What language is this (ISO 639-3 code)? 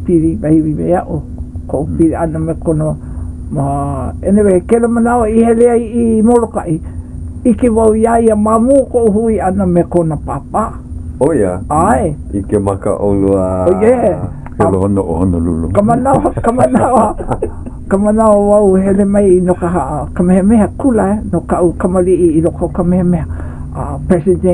haw